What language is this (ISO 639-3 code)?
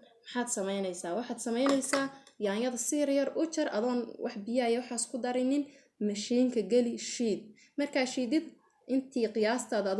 som